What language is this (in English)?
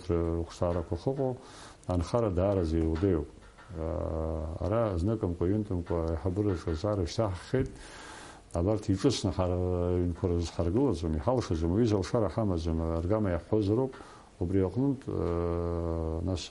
Abkhazian